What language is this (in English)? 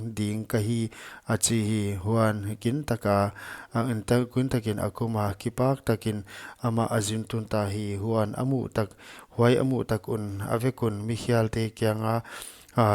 Paite Chin